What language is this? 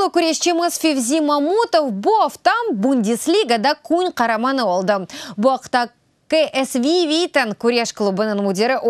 Crimean Tatar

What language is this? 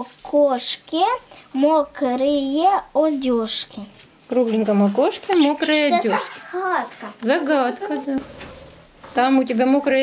Russian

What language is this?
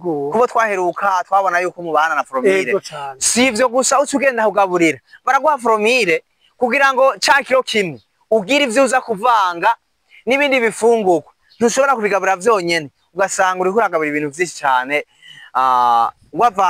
Rundi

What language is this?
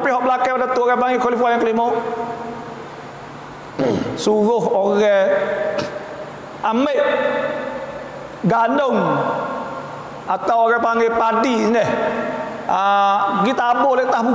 Malay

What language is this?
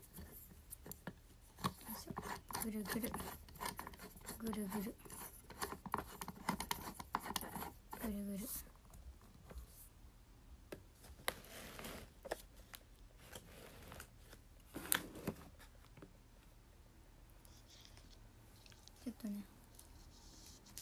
Japanese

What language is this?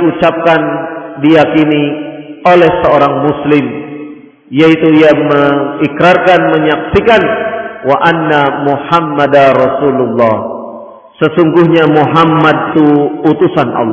Indonesian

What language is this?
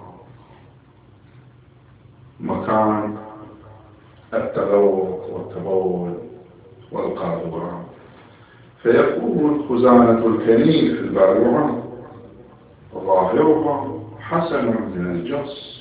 Arabic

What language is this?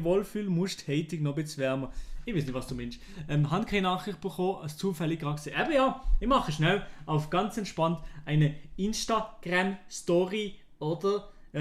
Swiss German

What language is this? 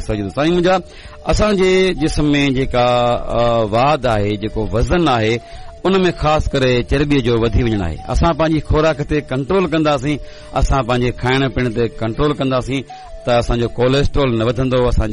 Sindhi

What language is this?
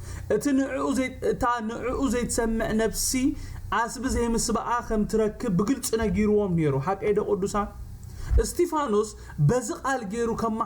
Tigrinya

